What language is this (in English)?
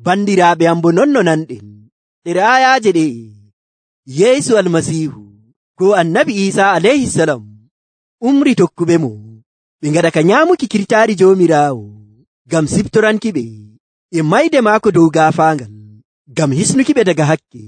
Nigerian Fulfulde